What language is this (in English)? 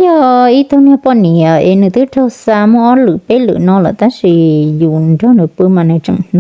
Hmong